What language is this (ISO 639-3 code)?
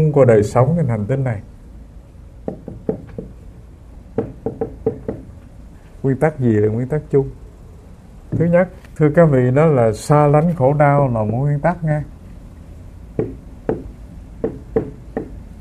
vie